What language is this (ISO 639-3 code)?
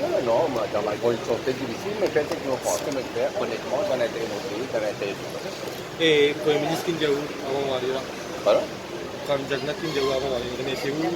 mfe